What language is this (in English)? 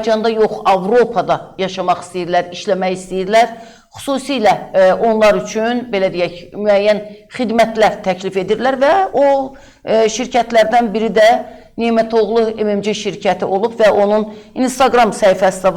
Azerbaijani